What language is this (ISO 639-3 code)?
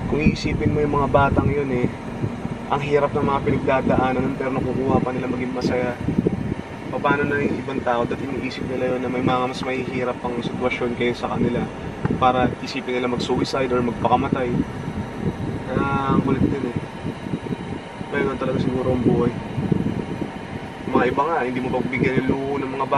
fil